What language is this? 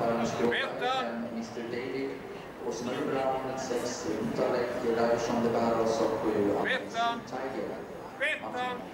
Swedish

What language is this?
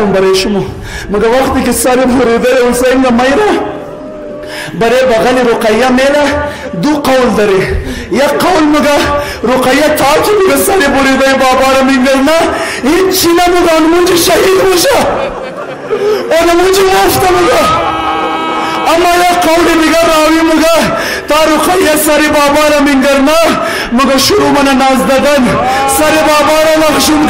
Hazaragi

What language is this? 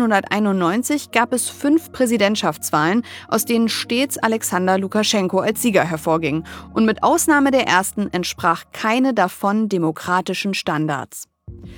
German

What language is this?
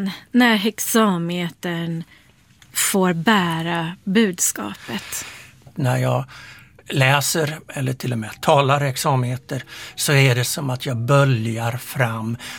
Swedish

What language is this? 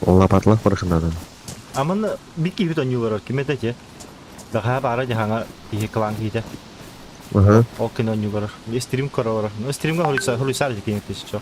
Yakut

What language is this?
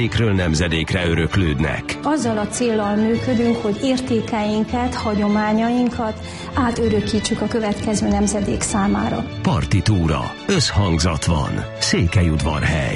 Hungarian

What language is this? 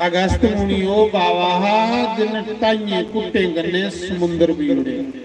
Dogri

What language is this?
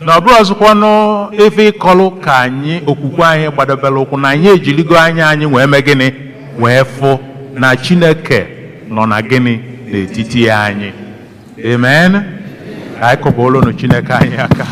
Igbo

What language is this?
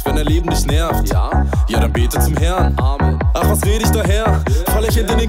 German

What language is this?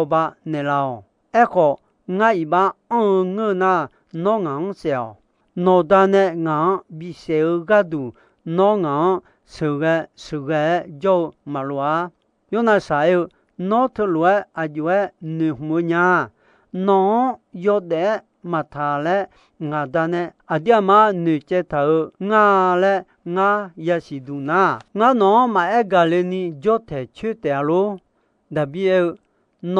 Akha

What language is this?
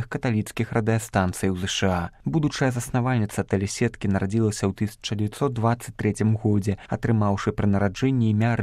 Belarusian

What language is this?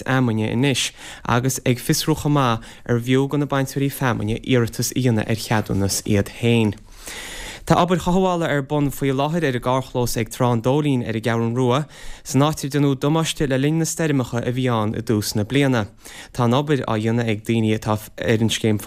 Irish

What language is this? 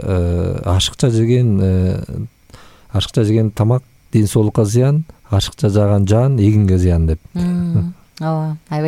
Kyrgyz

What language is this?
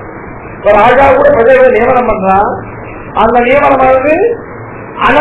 Tamil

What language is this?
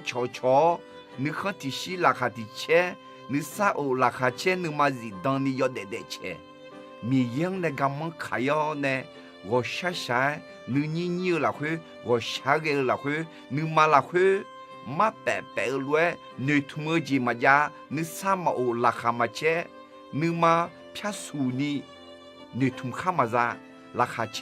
Akha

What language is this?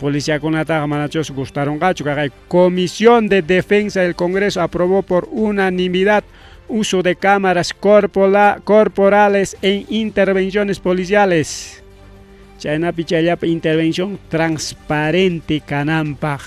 Ayacucho Quechua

